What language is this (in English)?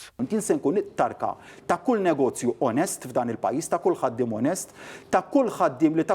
Maltese